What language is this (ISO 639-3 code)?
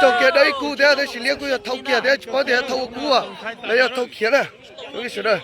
hmn